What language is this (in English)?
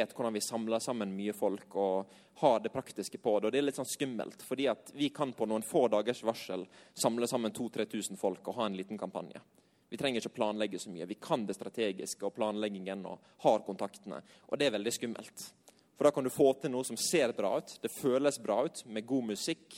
Norwegian